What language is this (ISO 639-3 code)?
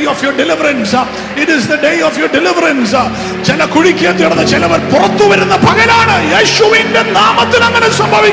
mal